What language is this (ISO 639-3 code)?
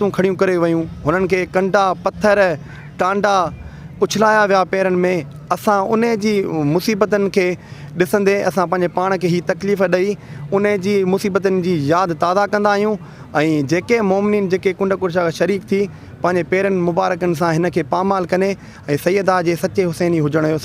snd